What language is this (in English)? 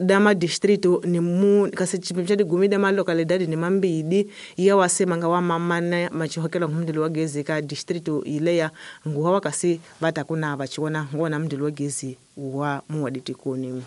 Tsonga